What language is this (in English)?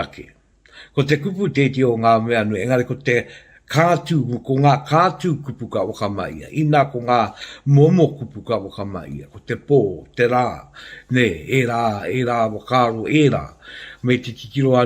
Māori